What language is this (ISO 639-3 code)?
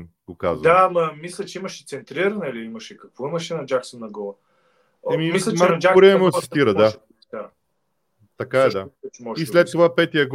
bul